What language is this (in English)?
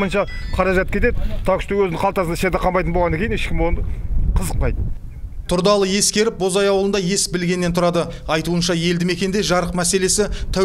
Kazakh